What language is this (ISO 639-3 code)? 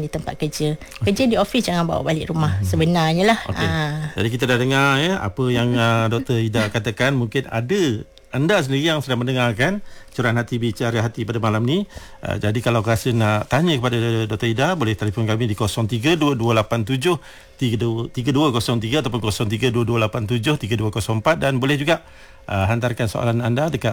msa